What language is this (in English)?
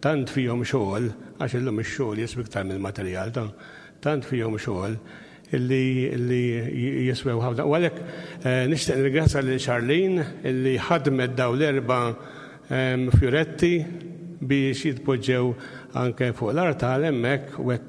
Maltese